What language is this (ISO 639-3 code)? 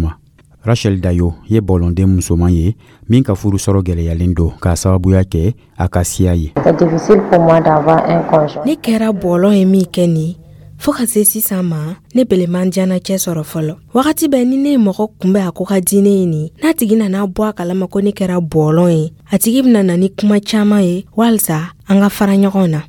dyu